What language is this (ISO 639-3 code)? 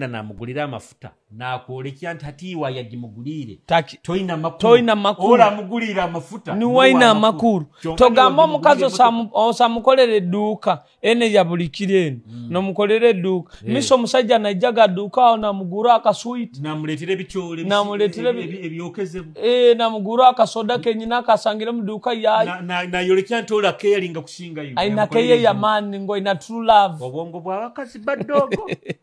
nyo